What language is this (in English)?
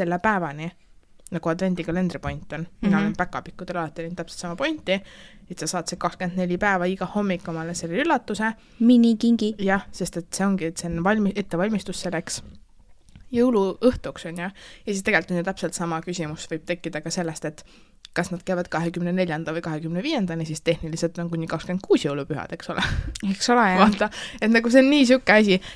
Estonian